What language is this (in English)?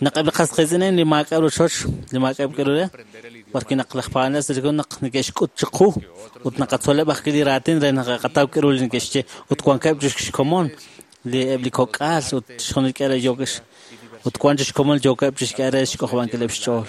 Kekchí